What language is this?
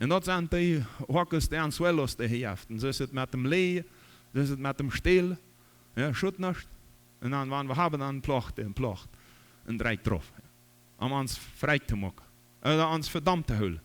Plautdietsch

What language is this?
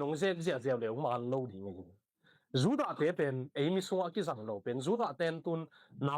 Tedim Chin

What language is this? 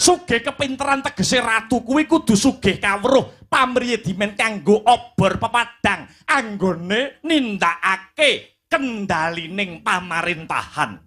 Javanese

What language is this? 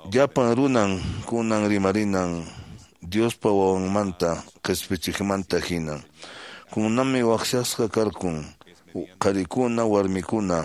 Quechua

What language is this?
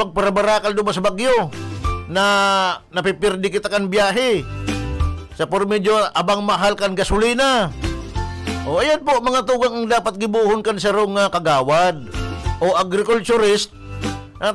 Bikol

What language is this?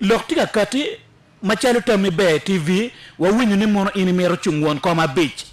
Acoli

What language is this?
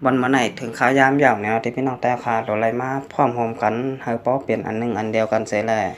Shan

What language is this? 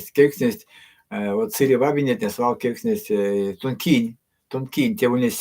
Erzya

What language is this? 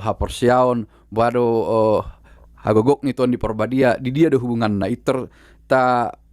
Batak Toba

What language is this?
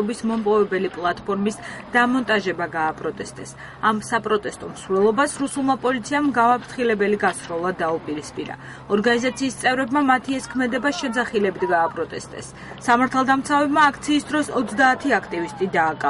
Georgian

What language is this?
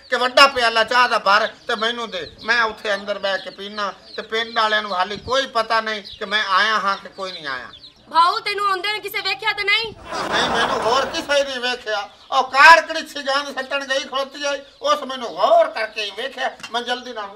Punjabi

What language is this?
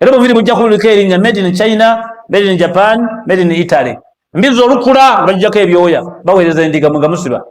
Ganda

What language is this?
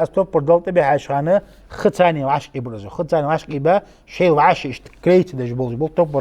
Ingush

